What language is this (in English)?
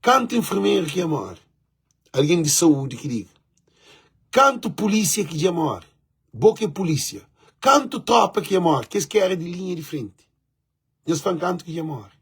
Kabuverdianu